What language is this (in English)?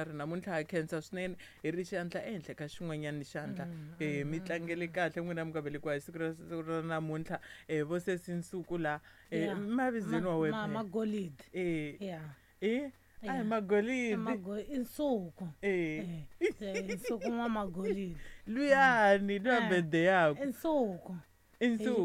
Tsonga